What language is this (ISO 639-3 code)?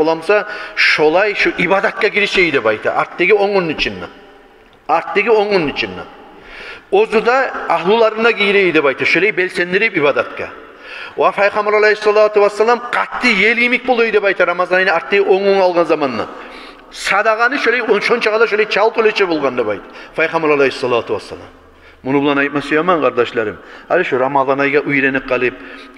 kum